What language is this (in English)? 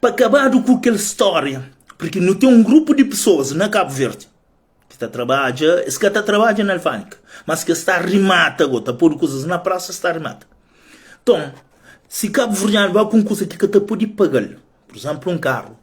Kabuverdianu